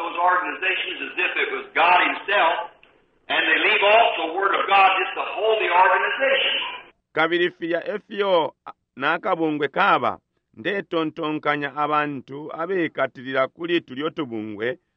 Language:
Bemba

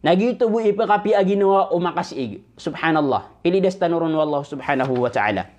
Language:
Maranao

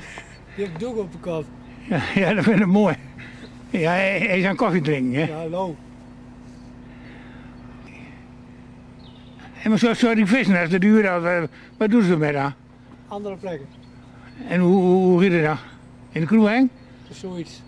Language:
Dutch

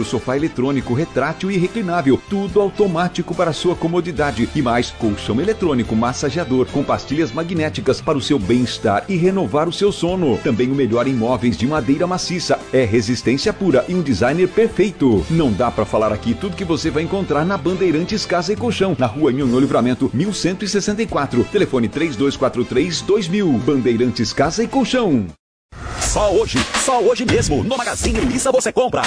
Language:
Portuguese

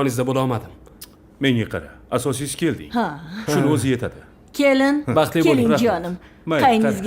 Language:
Uzbek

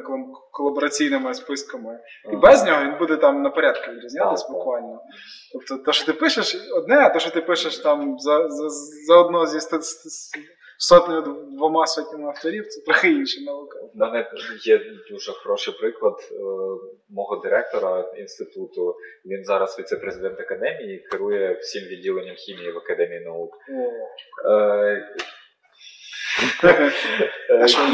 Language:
Ukrainian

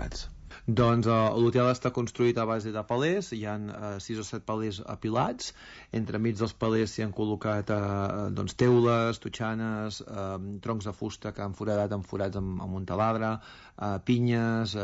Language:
Catalan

